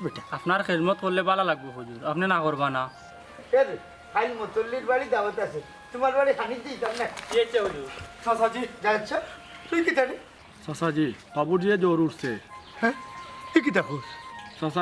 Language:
Sylheti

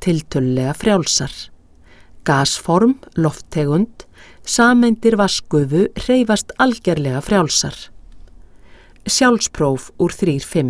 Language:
Icelandic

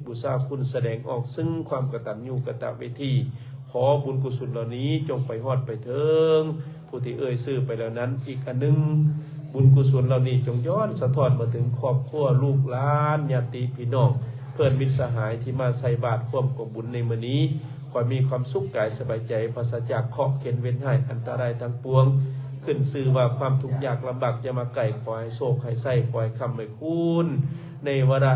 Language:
Lao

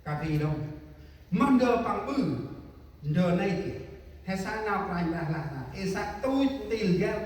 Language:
Central Mnong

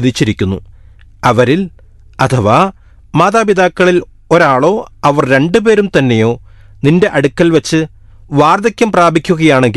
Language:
Malayalam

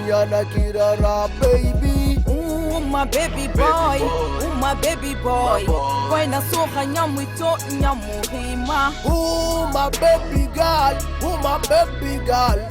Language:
Pular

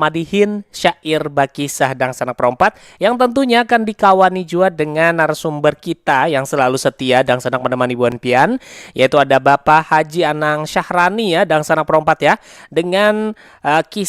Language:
Banjar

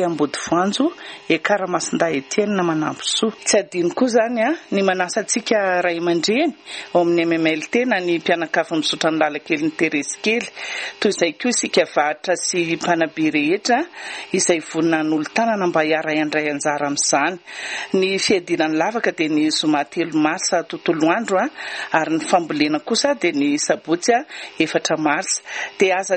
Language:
Malagasy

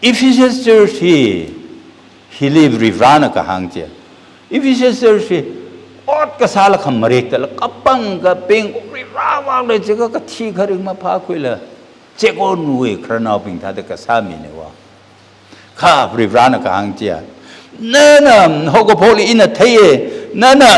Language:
Tangkhul Naga (India)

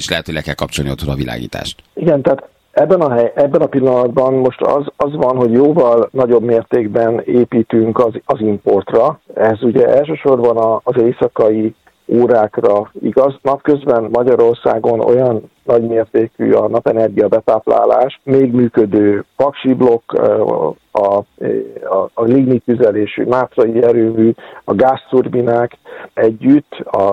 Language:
Hungarian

